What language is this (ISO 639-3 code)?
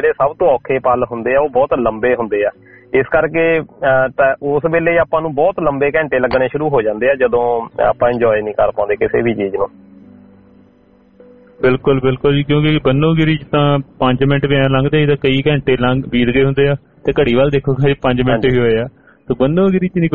pan